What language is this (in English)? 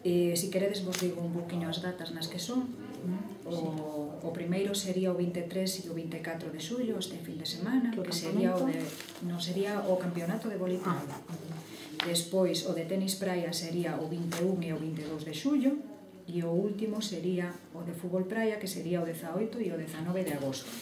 Galician